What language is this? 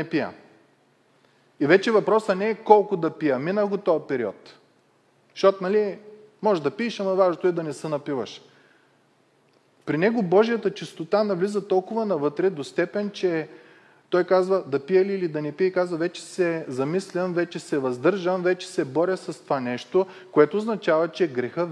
Bulgarian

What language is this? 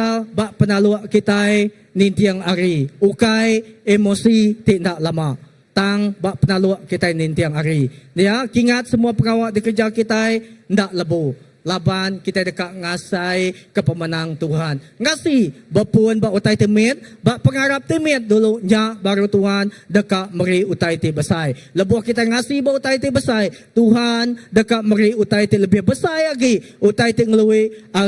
Iban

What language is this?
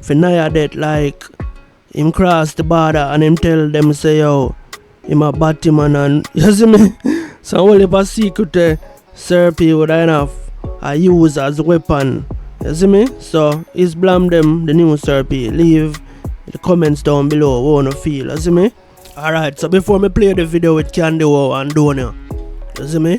Jamaican Creole English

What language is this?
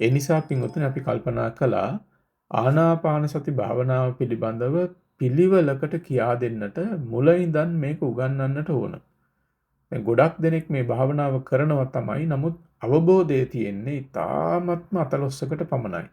Sinhala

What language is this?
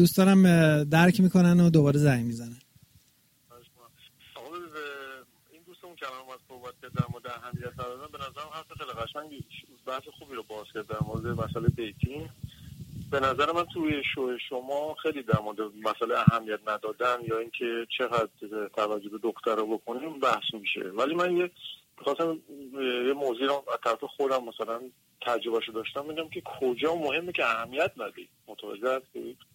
Persian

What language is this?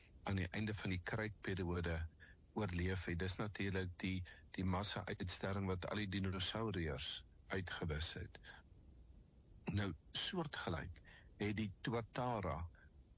Afrikaans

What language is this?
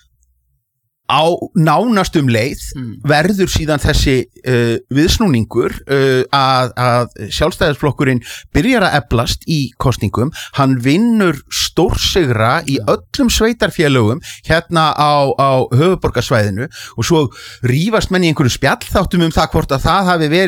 Icelandic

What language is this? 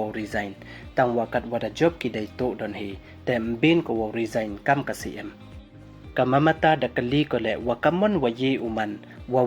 Pnar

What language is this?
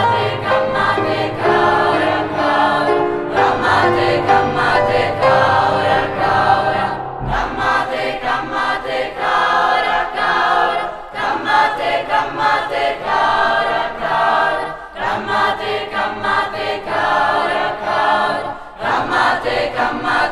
Italian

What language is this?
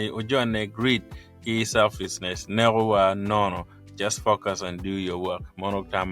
Acoli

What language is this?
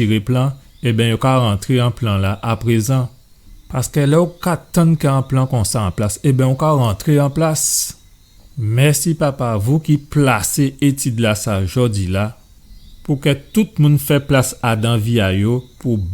Guadeloupean Creole French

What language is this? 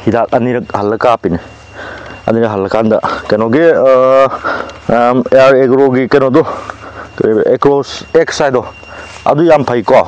Manipuri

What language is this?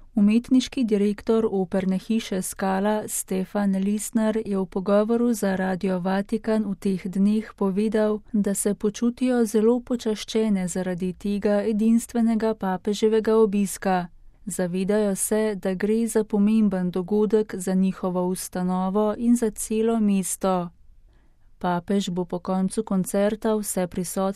Slovenian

